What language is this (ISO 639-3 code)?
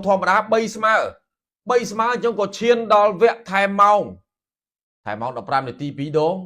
khm